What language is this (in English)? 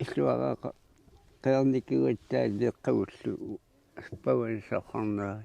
Kalaallisut